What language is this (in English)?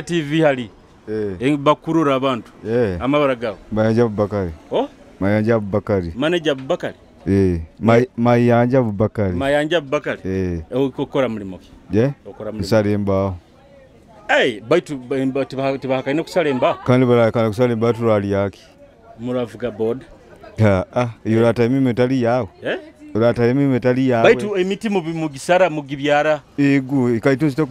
Nyoro